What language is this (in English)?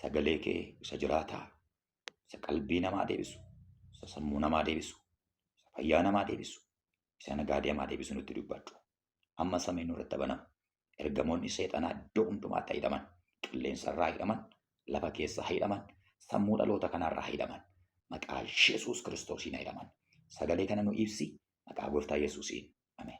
Oromo